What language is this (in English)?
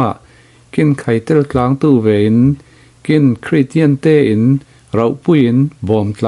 Falam Chin